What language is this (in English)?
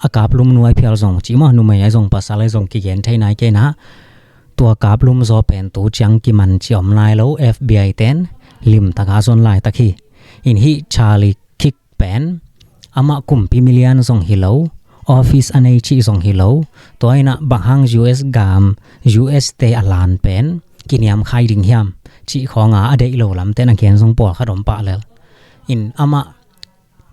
Tedim Chin